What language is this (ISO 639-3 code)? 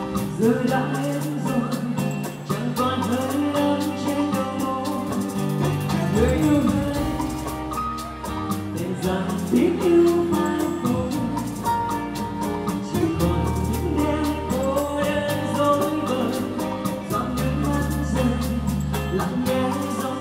vie